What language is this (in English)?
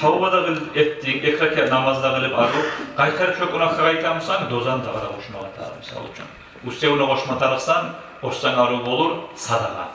Kumyk